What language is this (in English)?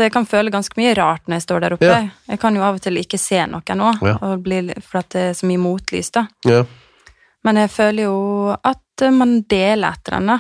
Norwegian